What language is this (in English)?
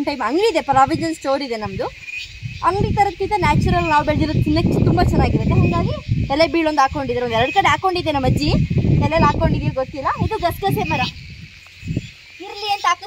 Kannada